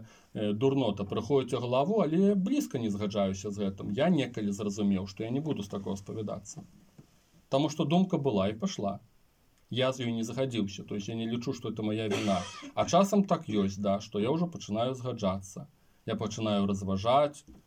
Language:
Belarusian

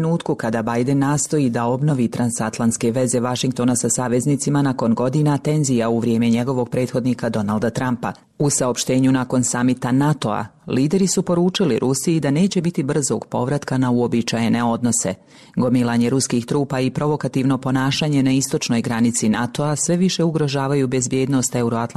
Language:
Serbian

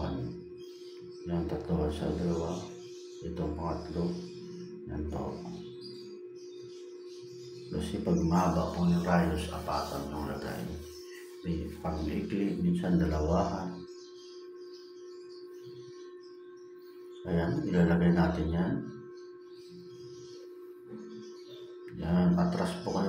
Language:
Filipino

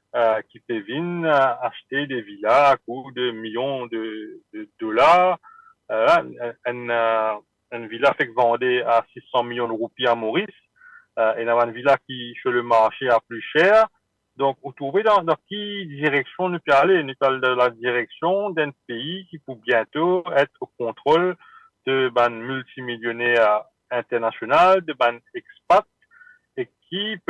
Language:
Morisyen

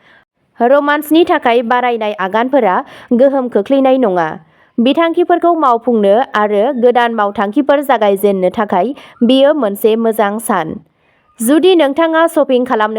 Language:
Bodo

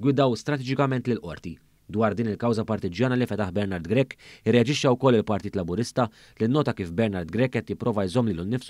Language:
Maltese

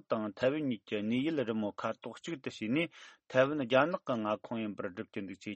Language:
Tibetan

